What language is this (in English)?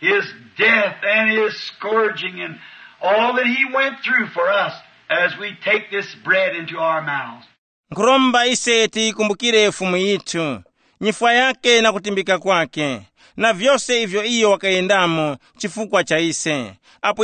Tumbuka